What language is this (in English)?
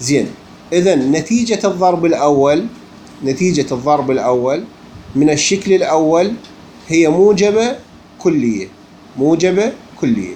Mesopotamian Arabic